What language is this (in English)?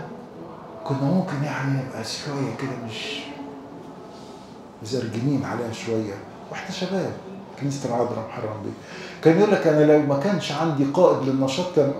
Egyptian Arabic